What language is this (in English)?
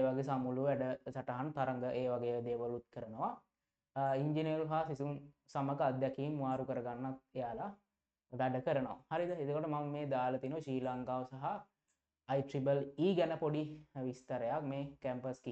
Sinhala